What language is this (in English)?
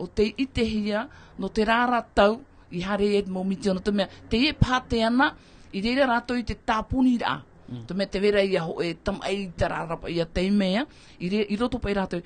Tahitian